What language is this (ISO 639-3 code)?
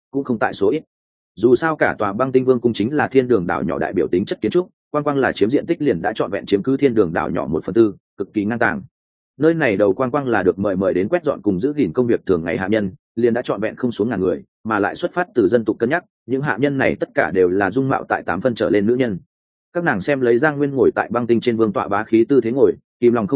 vie